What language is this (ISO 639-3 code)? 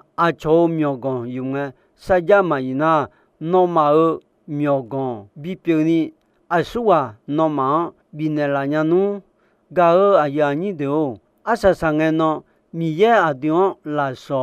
ahk